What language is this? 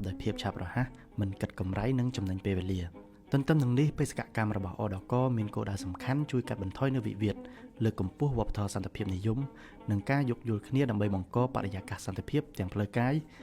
Khmer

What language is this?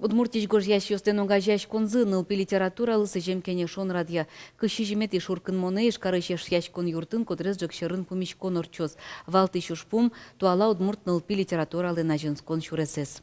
Udmurt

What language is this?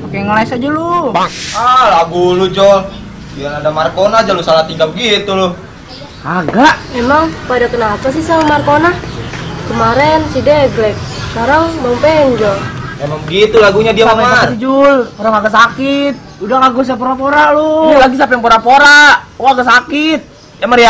Betawi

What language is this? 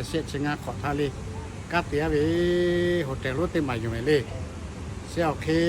Lahu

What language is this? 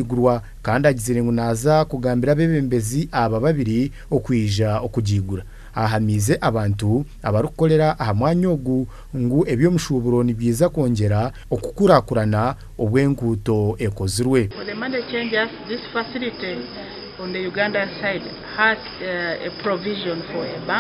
Nyankole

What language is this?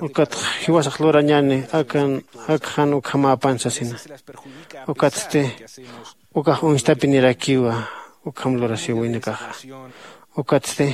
Aymara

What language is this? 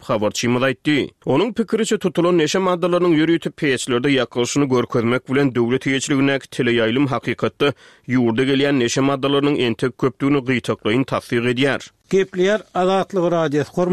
Turkmen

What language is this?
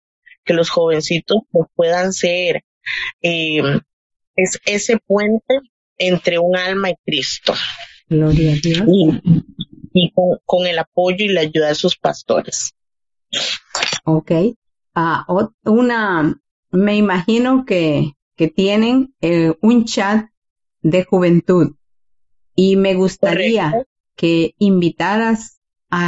Spanish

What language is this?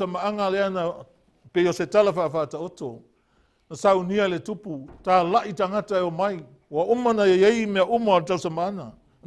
Samoan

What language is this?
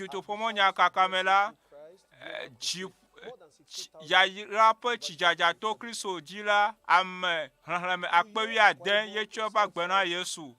Ewe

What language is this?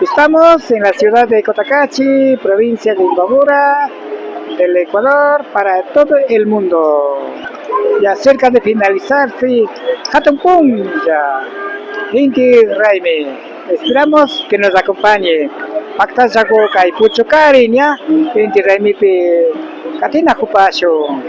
Imbabura Highland Quichua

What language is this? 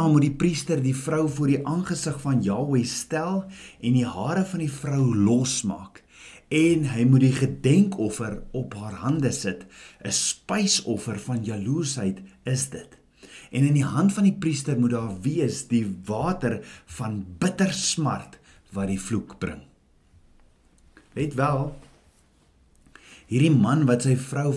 Afrikaans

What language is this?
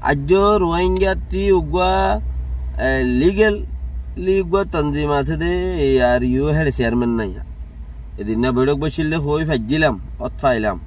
Rohingya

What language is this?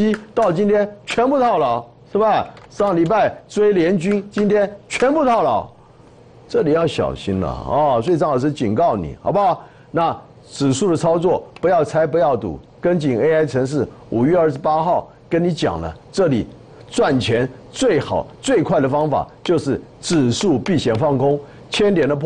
Chinese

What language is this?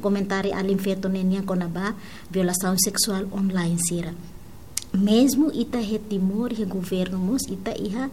Tetum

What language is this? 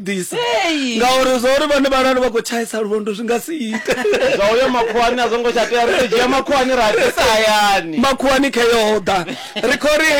Venda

